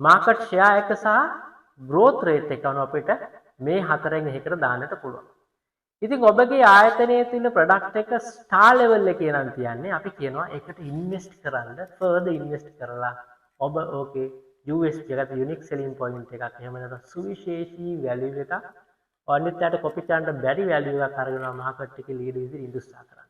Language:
Sinhala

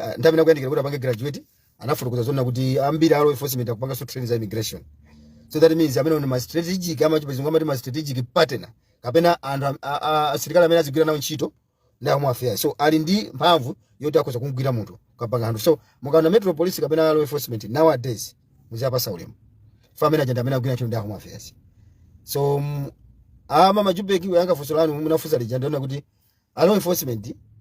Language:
Nyanja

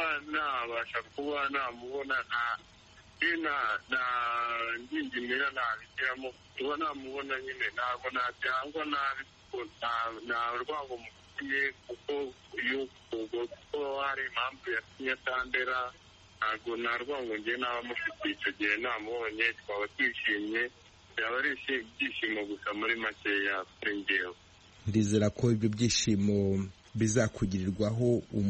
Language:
Kinyarwanda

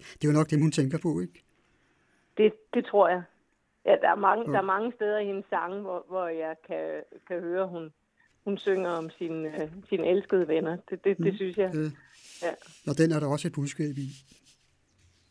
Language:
Danish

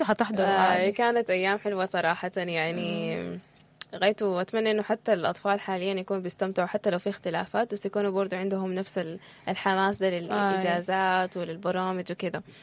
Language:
Sudanese Arabic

